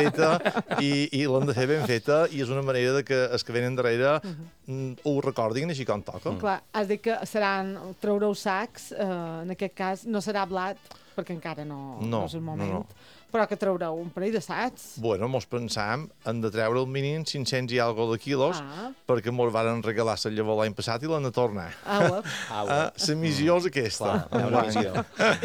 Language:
Catalan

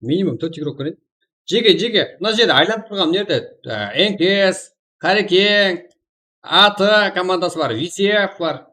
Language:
Kara-Kalpak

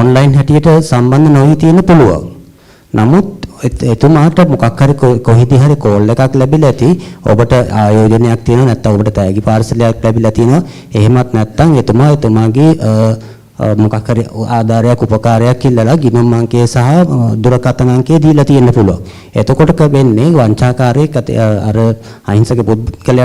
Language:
Sinhala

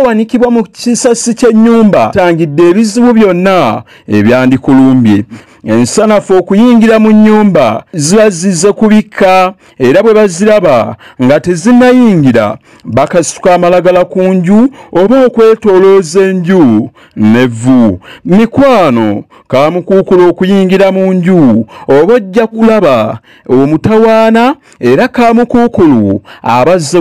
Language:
Ganda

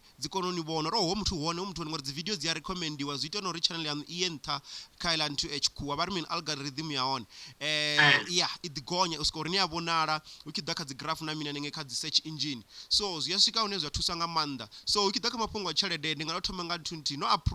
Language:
Venda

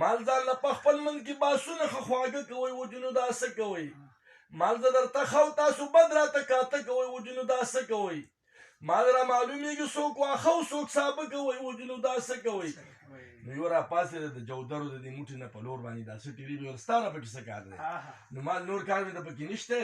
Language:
Pashto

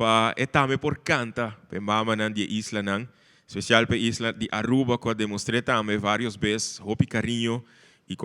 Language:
Papiamento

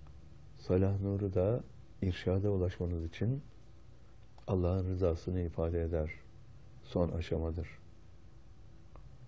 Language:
Turkish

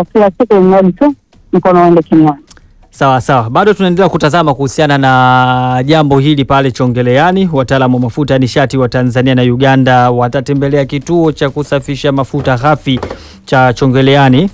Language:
Swahili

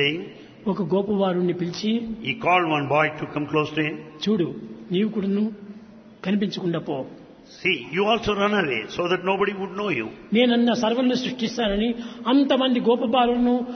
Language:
Telugu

